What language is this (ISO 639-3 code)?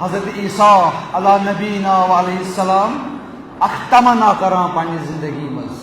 kas